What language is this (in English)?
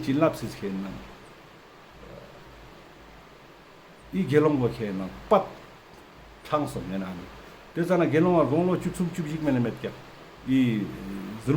Ladakhi